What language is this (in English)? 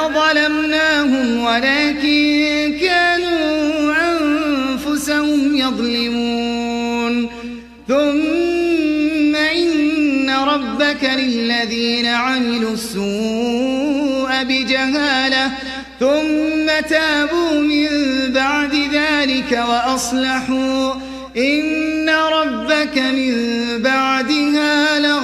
Arabic